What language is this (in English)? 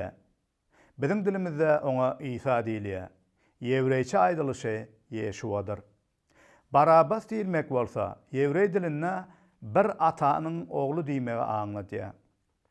Turkmen